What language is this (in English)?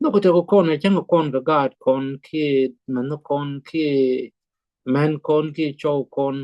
Nuer